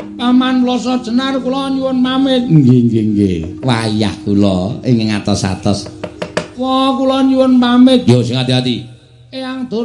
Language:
Javanese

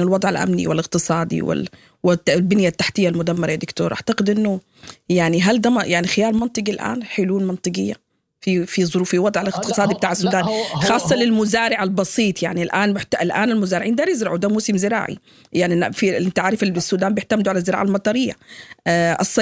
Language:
Sudanese Arabic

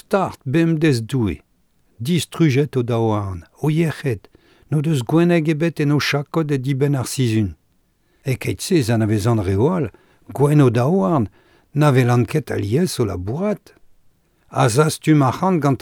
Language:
Breton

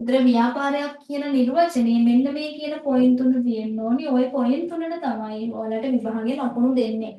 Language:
Sinhala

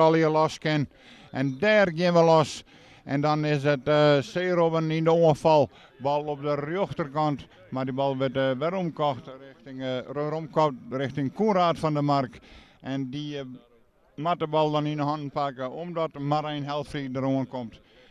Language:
Western Frisian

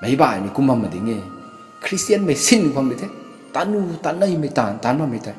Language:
Rongmei Naga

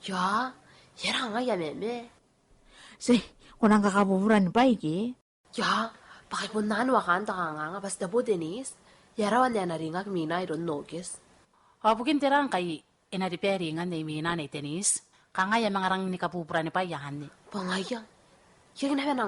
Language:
Gilbertese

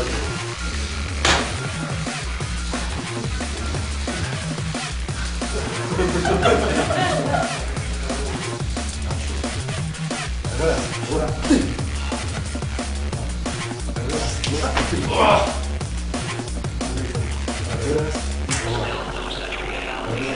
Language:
Russian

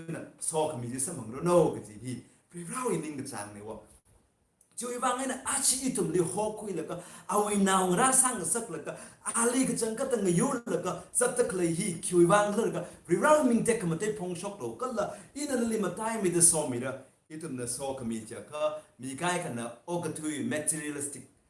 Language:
Tangkhul Naga (India)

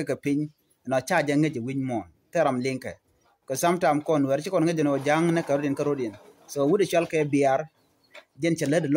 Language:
Nuer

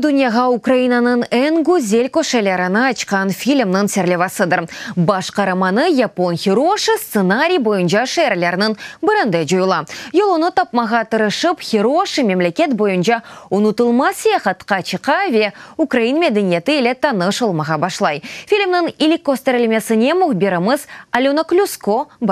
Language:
Crimean Tatar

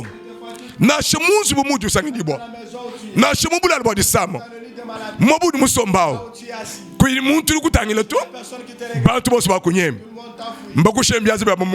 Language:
Luba-Lulua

